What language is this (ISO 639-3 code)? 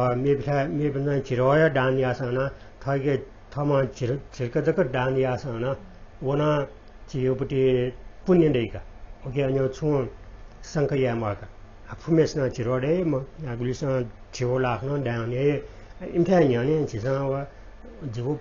new